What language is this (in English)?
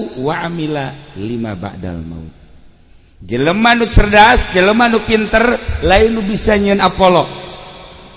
Sundanese